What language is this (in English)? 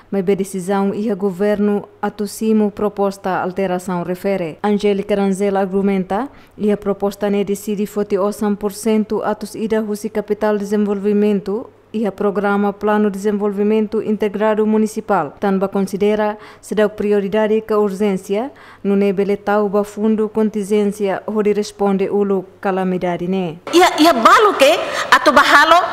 Tetum